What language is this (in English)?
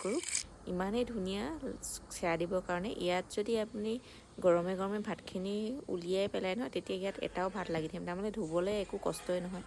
Assamese